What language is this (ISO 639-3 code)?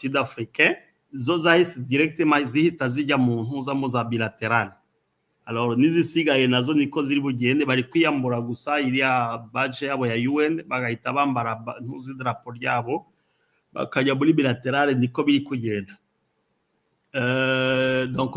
kin